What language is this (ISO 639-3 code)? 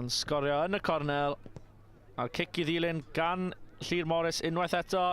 cym